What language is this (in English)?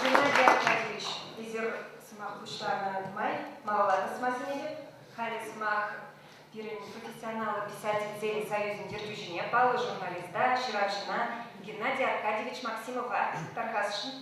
Chuvash